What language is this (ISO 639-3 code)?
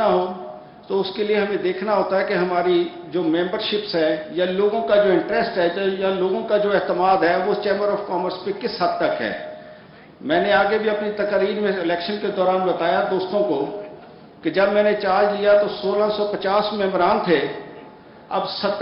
urd